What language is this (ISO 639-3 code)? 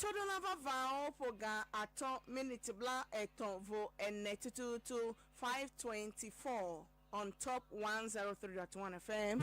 ewe